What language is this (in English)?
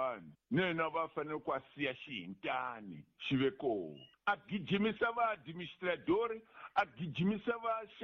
Tsonga